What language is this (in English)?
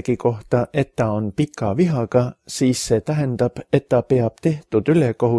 Estonian